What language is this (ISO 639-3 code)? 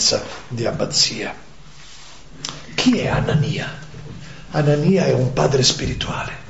ita